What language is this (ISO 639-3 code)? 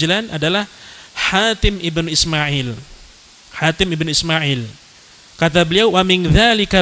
ind